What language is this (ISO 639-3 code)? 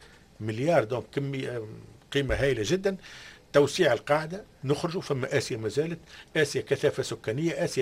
aeb